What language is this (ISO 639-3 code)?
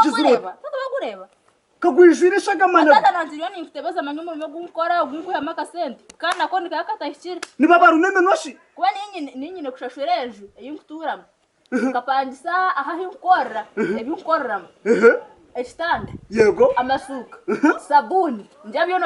nyn